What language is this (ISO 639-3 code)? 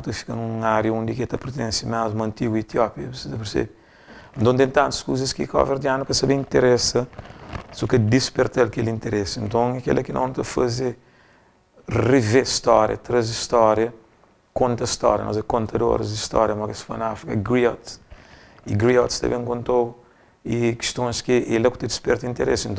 kea